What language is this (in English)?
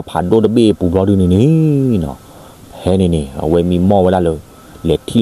S'gaw Karen